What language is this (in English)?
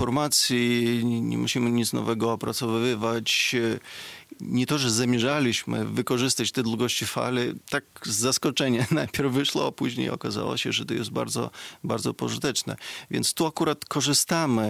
Polish